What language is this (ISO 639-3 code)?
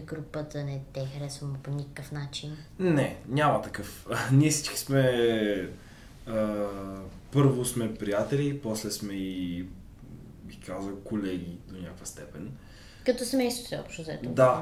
bul